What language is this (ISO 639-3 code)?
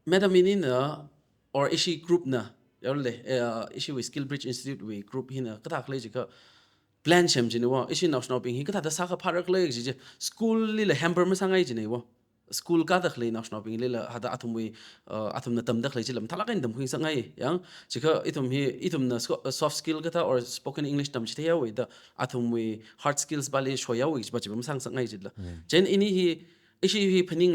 nmf